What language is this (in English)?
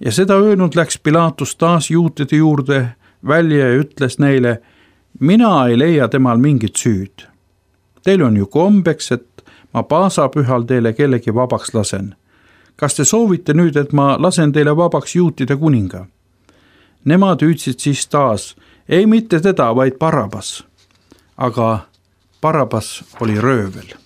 Estonian